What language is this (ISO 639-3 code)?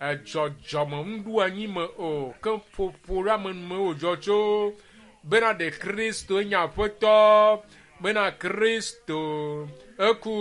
ewe